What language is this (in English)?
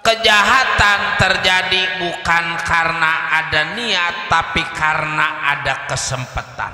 Betawi